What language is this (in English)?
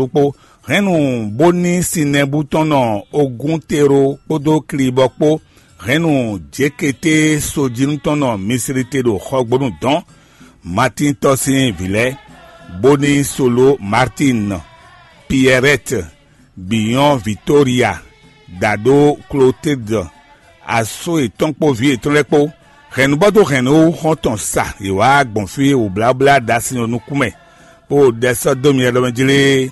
Fon